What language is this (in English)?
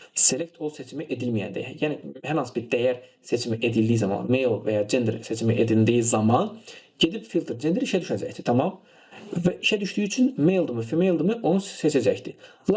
Azerbaijani